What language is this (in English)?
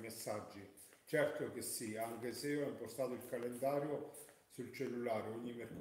Italian